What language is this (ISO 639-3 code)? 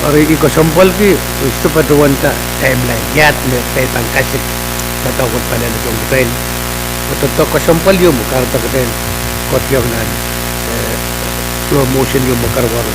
pon